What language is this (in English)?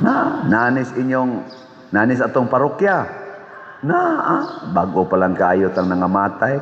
Cebuano